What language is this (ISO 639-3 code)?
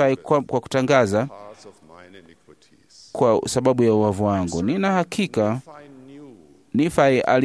swa